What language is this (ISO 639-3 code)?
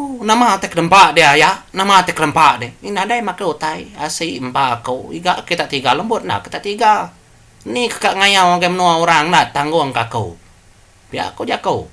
iba